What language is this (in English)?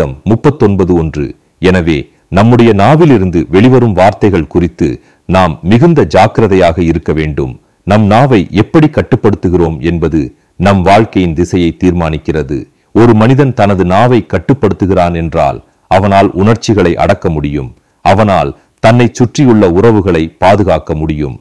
Tamil